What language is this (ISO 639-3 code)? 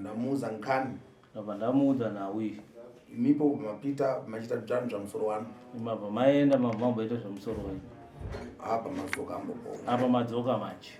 sna